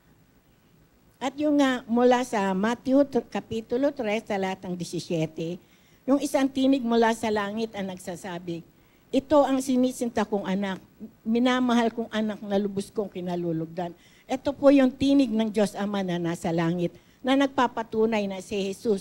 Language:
Filipino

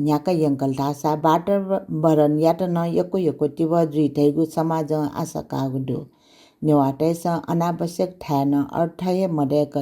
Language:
Newari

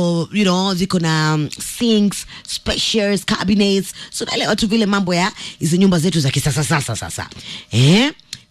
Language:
Swahili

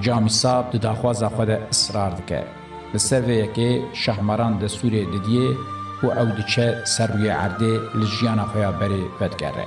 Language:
Kurdish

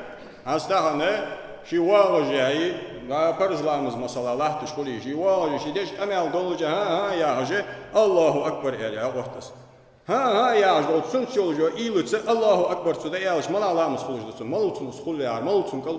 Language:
Ingush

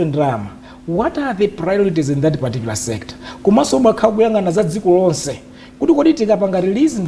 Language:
Nyanja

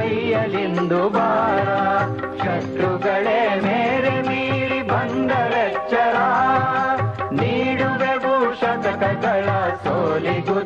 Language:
Kannada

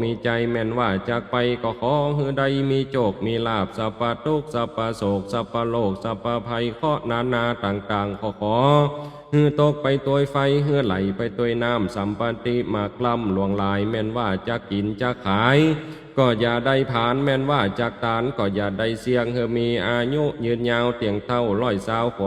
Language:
Lao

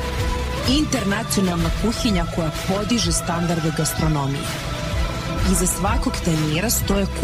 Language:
Serbian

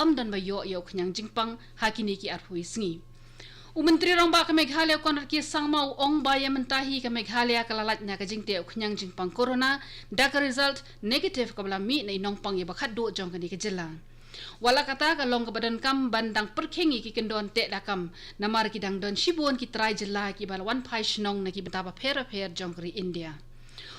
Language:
Khasi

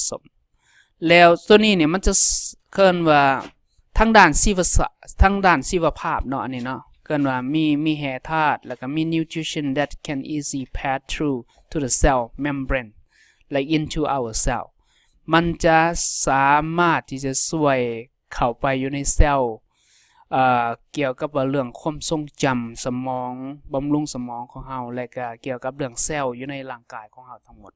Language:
Lao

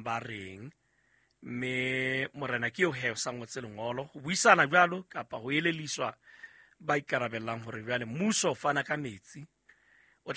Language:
Southern Sotho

